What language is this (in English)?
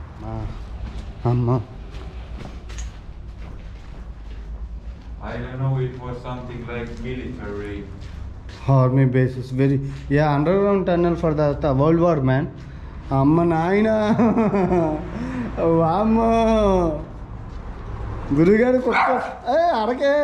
Telugu